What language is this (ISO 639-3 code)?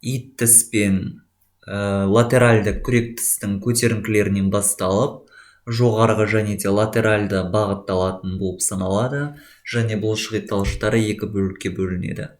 kaz